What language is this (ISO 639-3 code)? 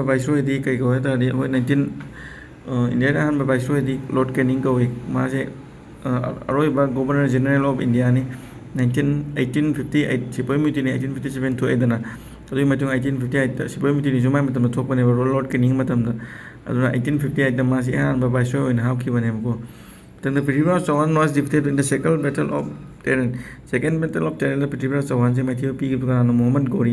mni